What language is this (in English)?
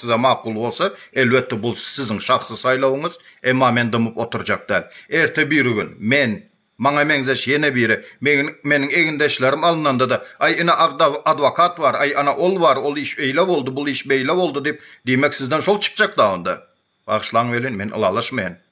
Turkmen